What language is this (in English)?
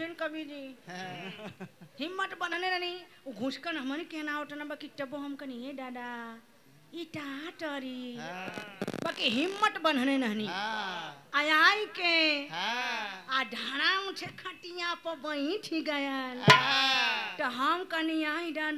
Bhojpuri